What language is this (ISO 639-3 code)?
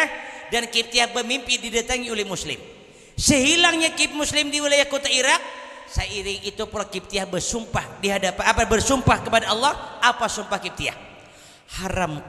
bjn